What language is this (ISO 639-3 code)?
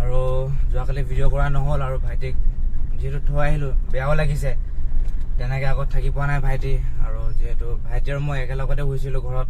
asm